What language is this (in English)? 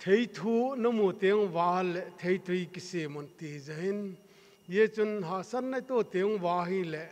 Thado Chin